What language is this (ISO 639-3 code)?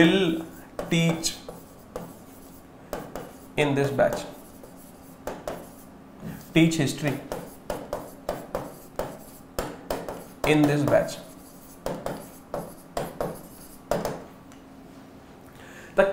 pan